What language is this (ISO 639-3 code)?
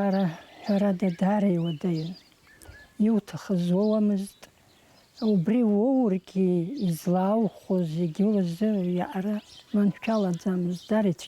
abk